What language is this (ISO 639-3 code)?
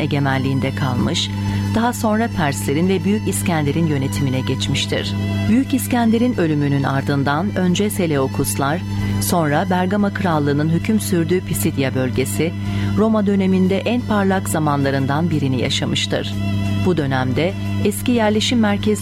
tur